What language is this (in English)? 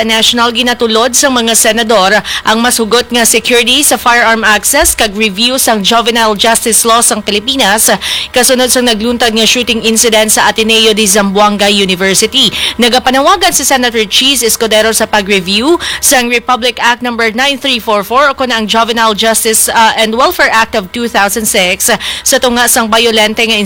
Hiligaynon